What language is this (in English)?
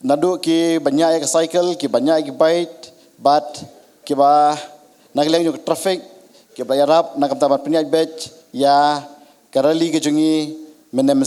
Khasi